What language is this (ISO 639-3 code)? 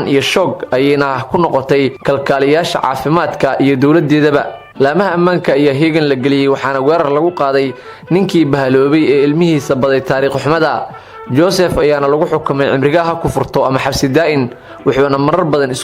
som